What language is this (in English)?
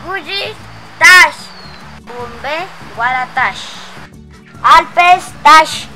Páez